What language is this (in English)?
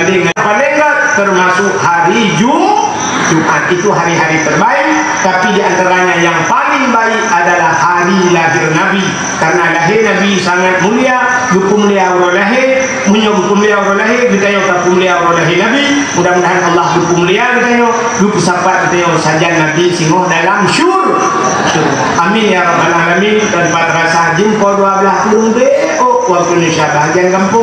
Achinese